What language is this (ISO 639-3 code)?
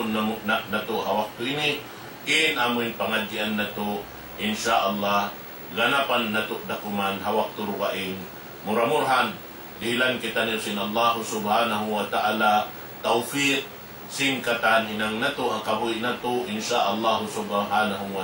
tsg